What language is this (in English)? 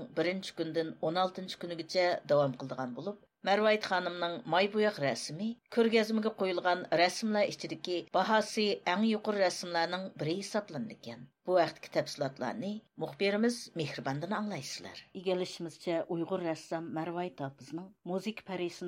Uyghur